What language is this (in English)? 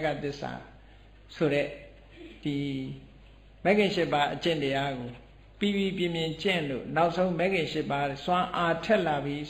Burmese